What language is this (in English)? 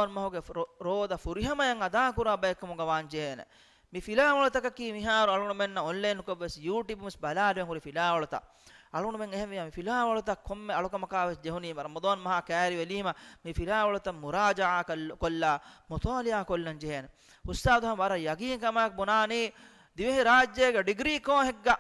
Divehi